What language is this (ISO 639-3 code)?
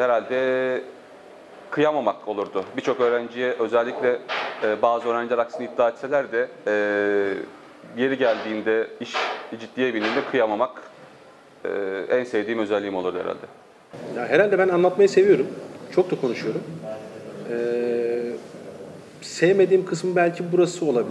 tur